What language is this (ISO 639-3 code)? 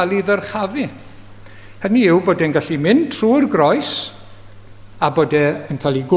cym